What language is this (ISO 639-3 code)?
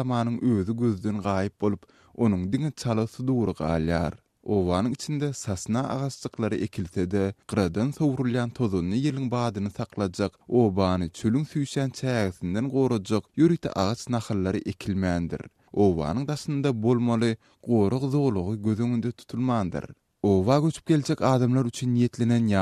tuk